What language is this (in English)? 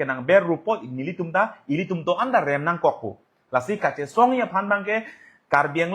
Karbi